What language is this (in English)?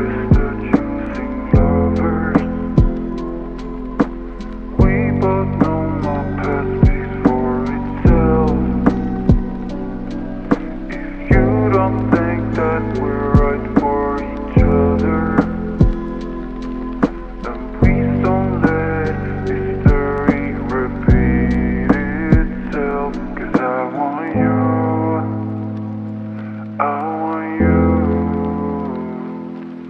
English